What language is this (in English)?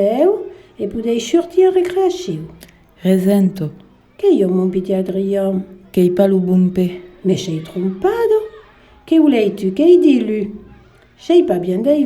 Occitan